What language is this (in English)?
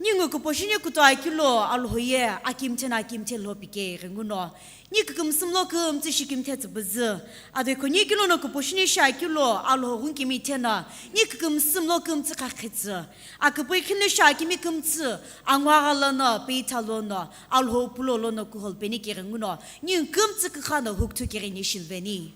Sumi Naga